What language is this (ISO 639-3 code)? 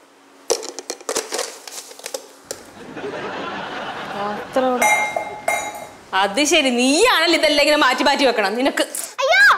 mal